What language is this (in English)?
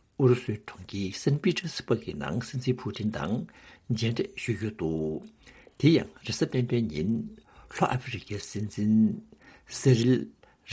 Tibetan